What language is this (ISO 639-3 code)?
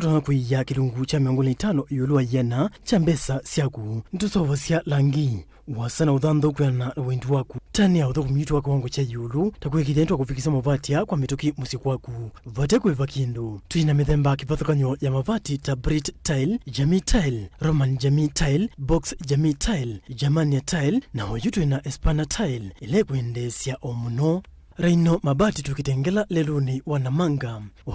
kam